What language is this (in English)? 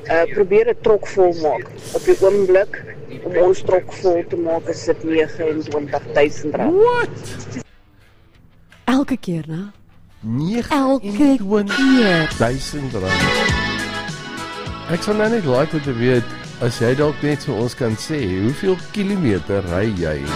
Afrikaans